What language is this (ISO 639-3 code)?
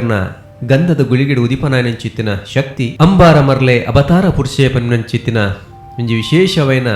tcy